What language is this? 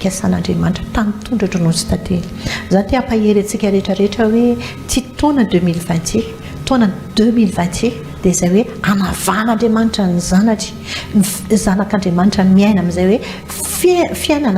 Malagasy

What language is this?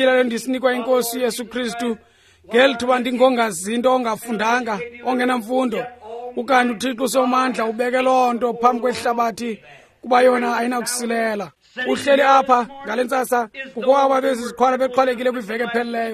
Xhosa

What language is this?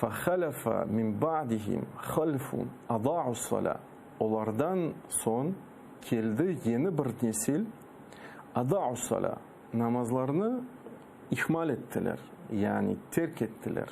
Crimean Tatar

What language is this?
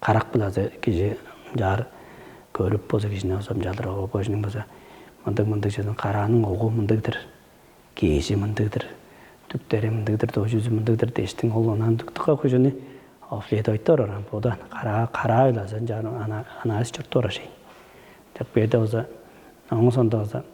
Tuvinian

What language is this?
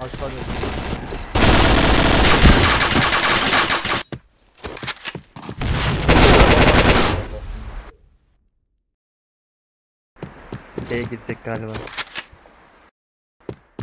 Turkish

